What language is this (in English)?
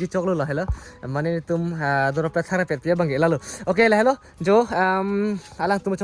Karbi